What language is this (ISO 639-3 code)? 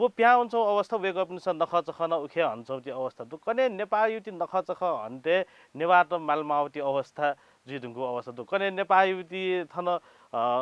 new